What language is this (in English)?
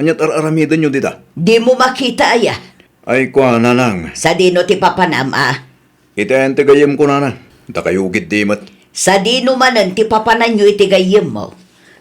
Iloko